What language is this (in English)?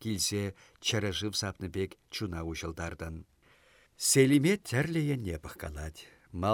Chuvash